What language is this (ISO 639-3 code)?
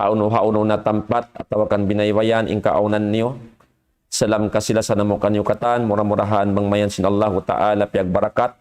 tsg